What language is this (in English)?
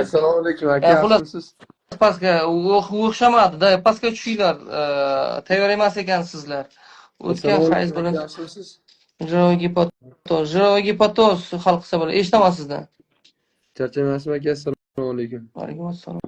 Uzbek